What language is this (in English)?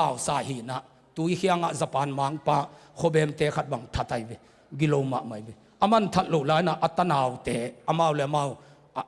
Tedim Chin